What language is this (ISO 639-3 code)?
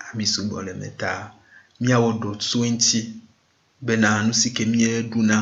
ewe